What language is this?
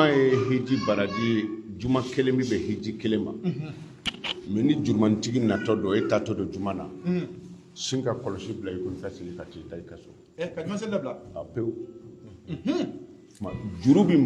Bambara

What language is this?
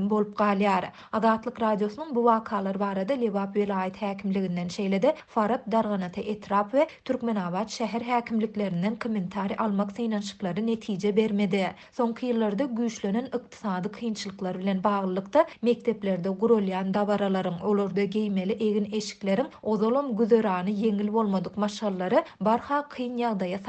Turkmen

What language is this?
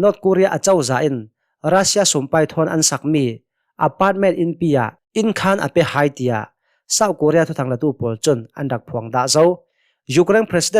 Hakha Chin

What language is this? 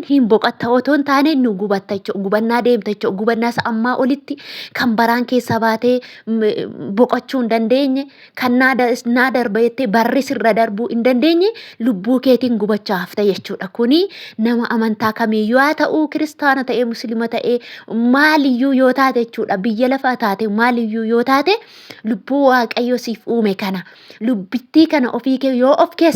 Oromo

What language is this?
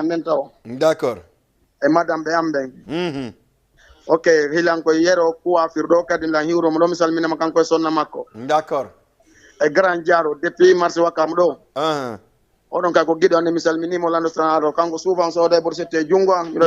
Fula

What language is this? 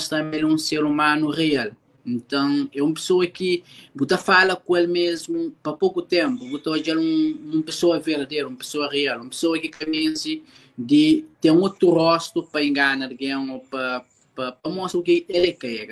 Kabuverdianu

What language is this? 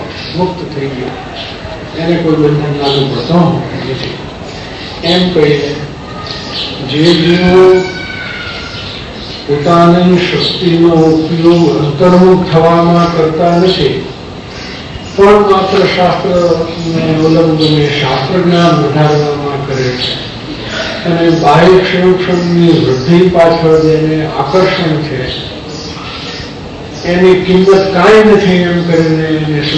Gujarati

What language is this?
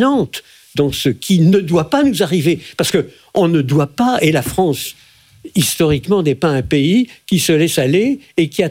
French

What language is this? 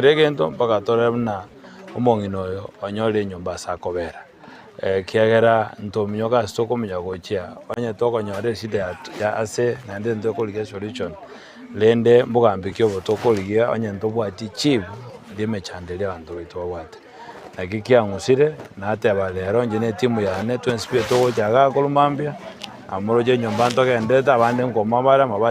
Gusii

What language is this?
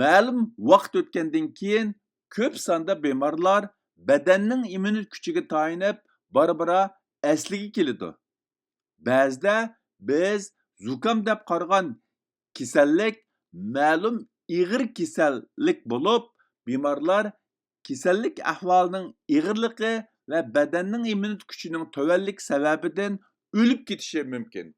Uyghur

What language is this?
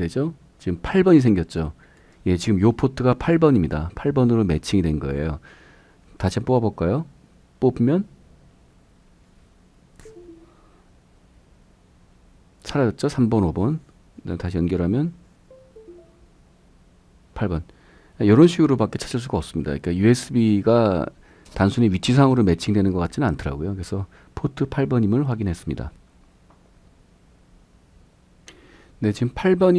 Korean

